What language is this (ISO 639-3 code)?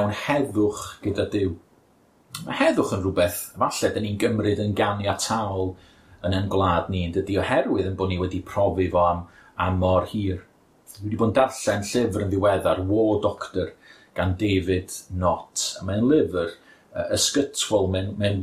cym